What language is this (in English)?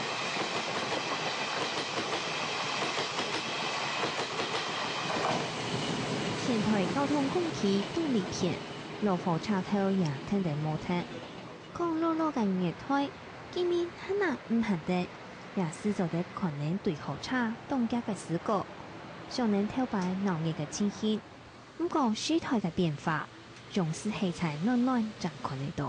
Hakka Chinese